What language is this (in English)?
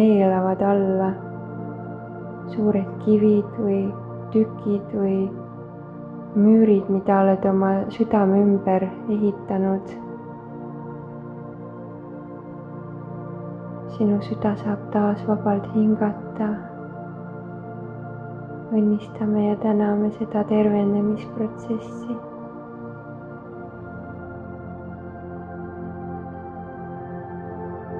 Estonian